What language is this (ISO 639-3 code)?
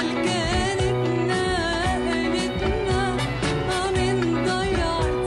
che